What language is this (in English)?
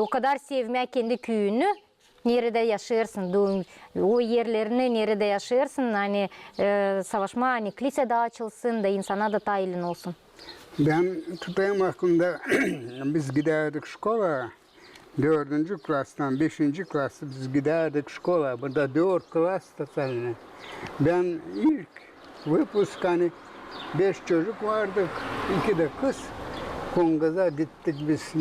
Gagauz